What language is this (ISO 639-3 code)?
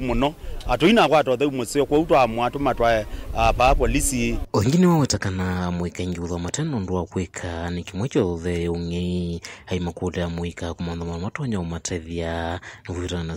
kam